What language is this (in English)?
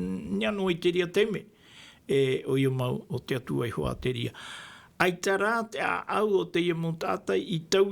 Tahitian